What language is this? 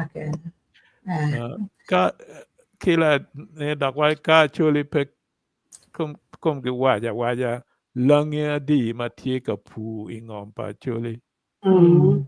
Acoli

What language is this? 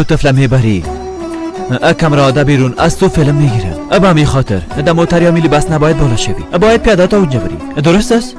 Persian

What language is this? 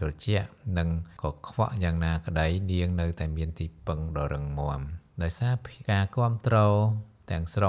Khmer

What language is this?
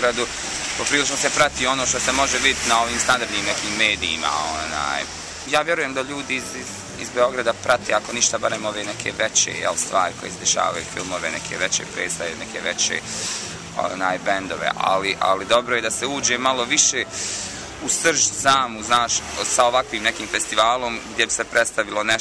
Bosnian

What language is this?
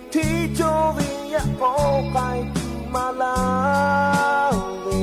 Lahu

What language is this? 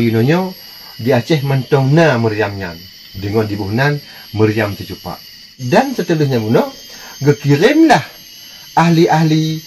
Achinese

